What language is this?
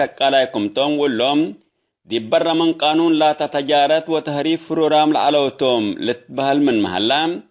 Tigre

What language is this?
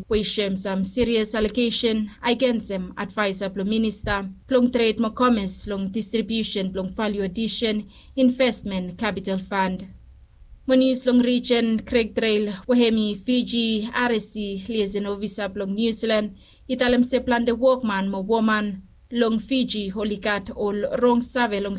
Bislama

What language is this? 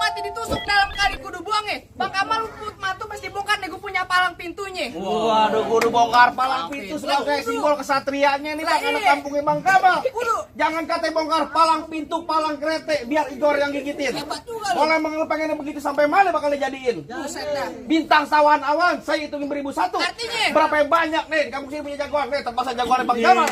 Betawi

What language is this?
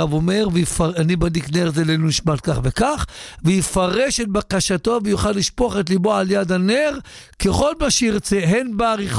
Hebrew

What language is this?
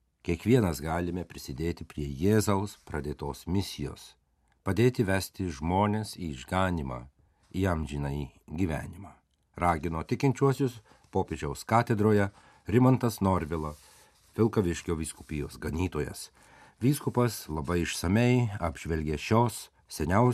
Lithuanian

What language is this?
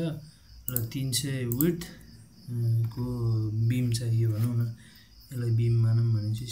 Nepali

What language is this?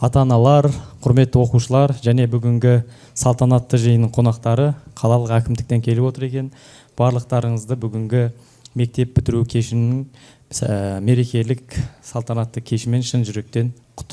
Kazakh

